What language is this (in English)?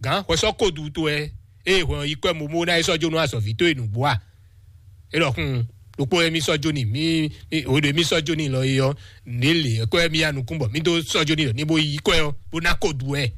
Fon